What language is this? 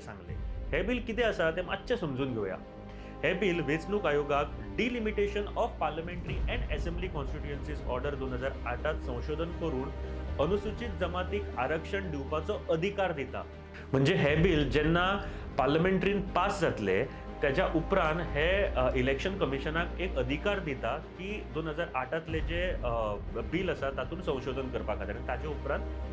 Konkani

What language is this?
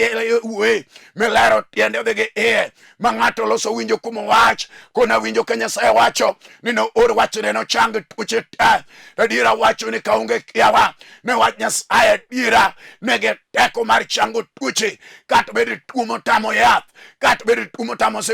Luo (Kenya and Tanzania)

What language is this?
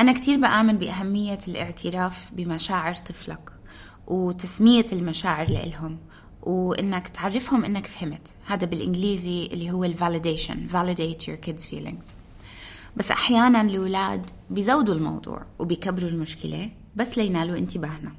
North Levantine Arabic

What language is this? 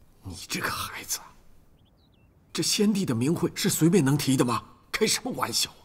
Chinese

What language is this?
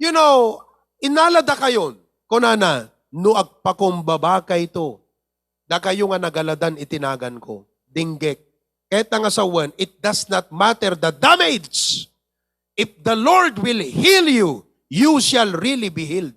Iloko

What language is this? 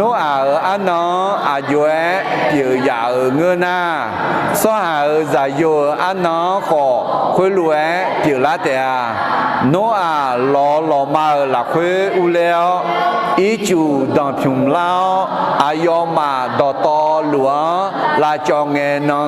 Akha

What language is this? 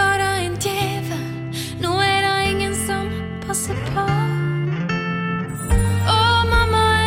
Norwegian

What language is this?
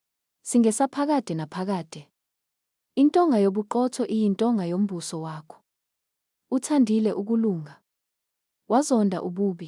Zulu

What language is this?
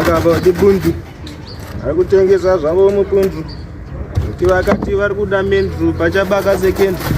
Shona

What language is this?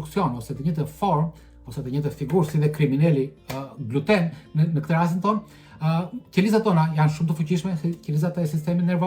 Albanian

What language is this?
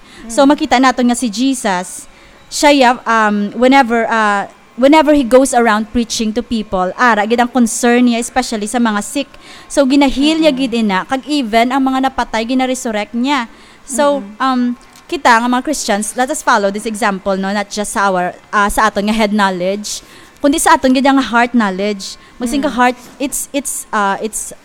Hiligaynon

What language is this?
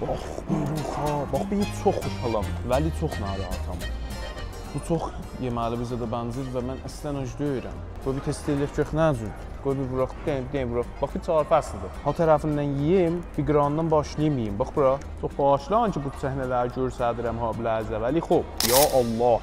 South Azerbaijani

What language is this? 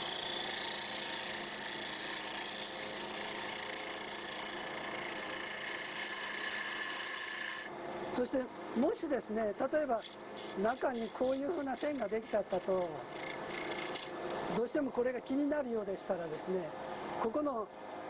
Japanese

